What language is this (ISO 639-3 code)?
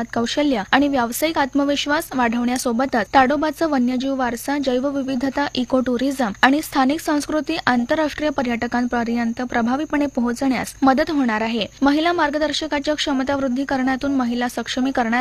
mar